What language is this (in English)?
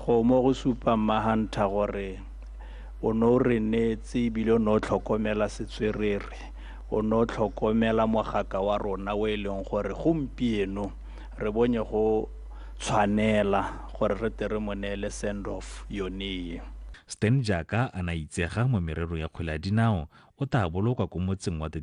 Tswana